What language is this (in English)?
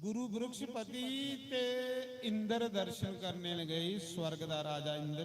Dogri